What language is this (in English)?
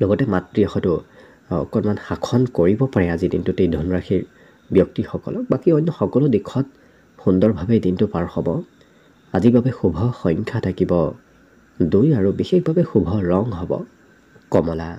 Assamese